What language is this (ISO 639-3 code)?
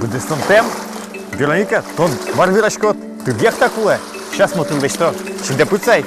udm